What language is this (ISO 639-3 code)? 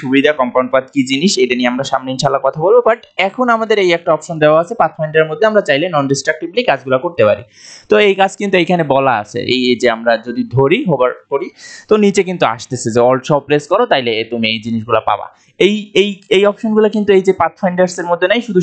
ben